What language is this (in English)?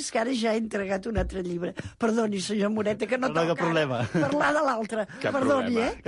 Catalan